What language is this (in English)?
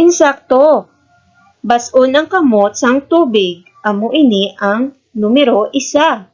Hiligaynon